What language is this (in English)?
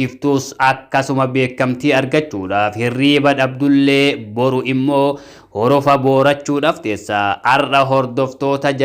Oromo